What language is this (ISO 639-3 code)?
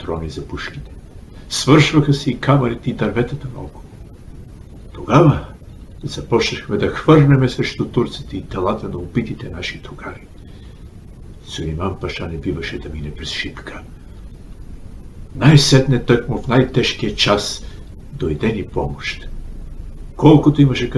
bul